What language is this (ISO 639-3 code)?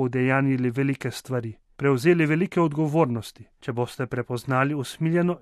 slv